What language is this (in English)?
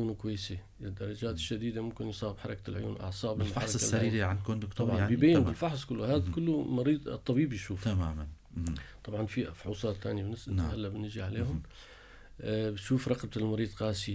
North Levantine Arabic